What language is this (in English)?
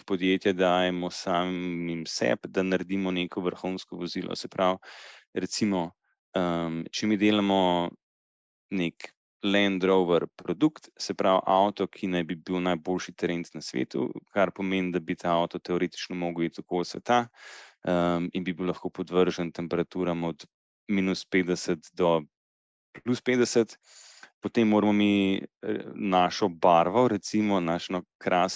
Slovenian